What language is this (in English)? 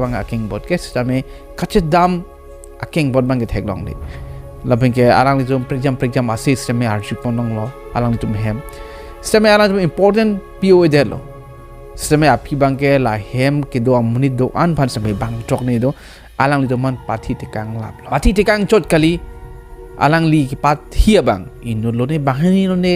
Karbi